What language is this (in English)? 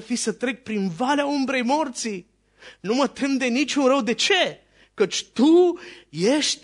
Romanian